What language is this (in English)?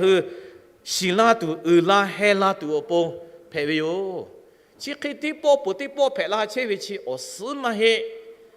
Lahu